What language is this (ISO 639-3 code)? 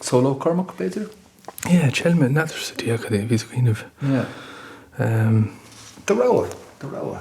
gle